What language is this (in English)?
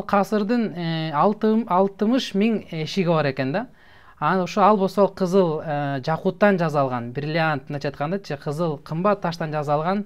Kyrgyz